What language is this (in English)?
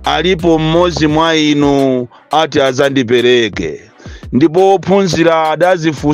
Nyanja